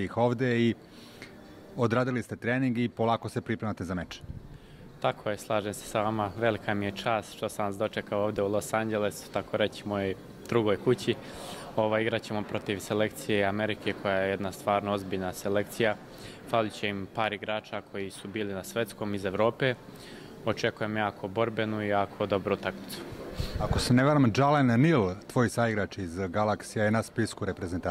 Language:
Serbian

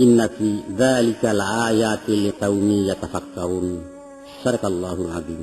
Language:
Minangkabau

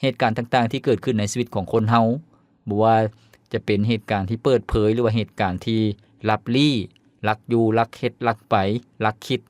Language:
Lao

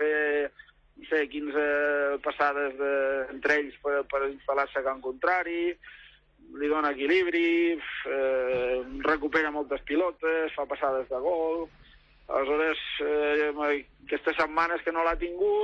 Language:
Catalan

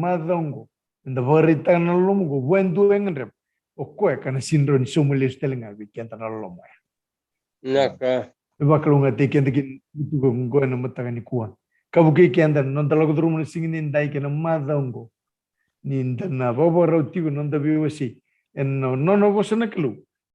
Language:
Fijian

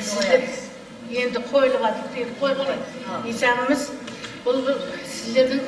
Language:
Kara-Kalpak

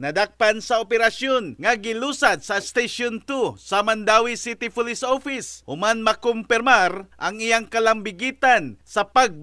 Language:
Cebuano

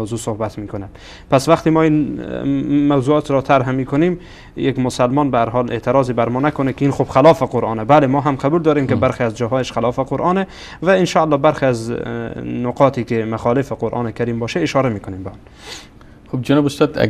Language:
Persian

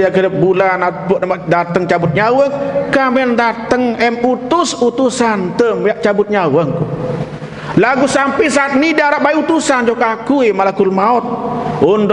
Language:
Sasak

